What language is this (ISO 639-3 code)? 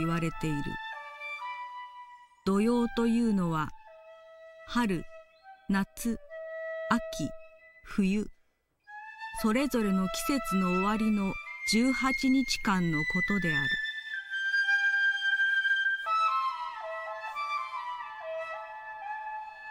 jpn